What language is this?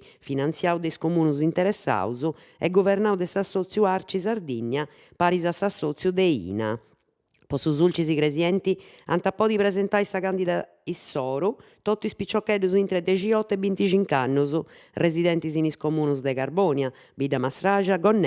Sardinian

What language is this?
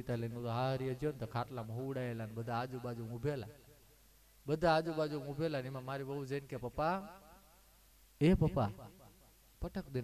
Gujarati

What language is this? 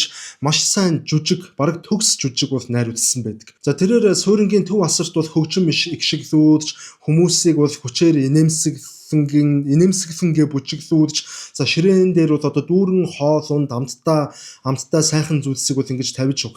Mongolian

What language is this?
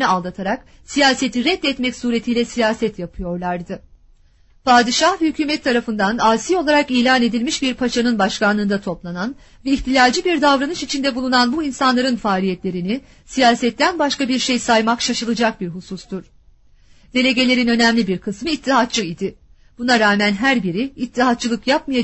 Turkish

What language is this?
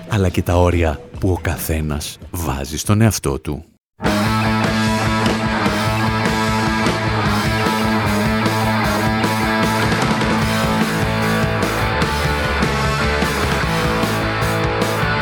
Greek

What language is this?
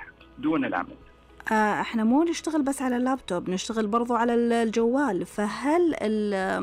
Najdi Arabic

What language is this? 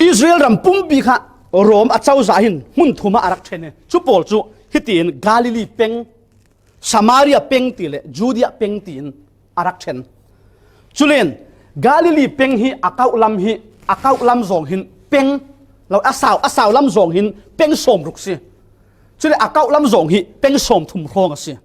Falam Chin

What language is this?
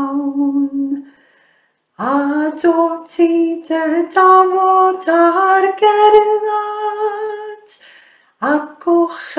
Welsh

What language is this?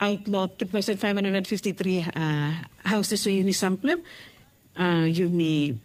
Bislama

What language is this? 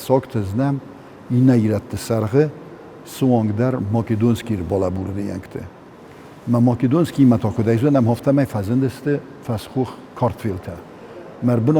Ossetic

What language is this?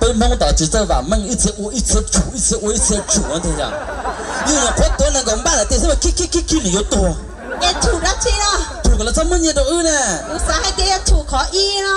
Hmong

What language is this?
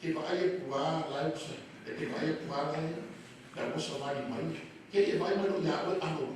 Samoan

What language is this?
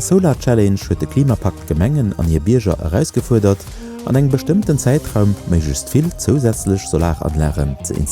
Luxembourgish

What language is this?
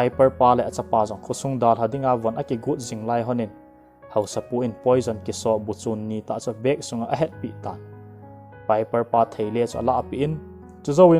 Thado Chin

